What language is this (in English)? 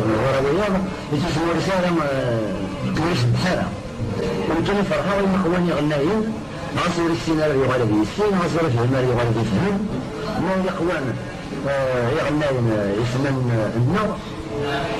Kabyle